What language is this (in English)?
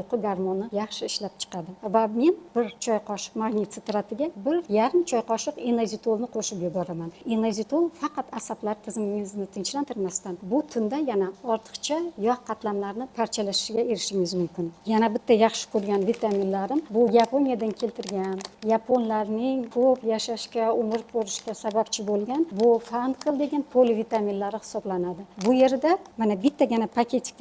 Uzbek